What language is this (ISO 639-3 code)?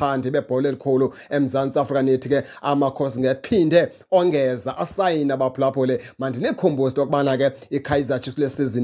xho